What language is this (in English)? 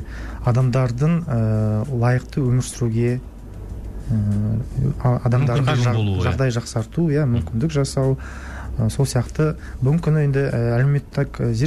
Kazakh